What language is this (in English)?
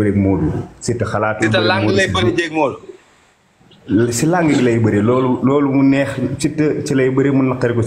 Wolof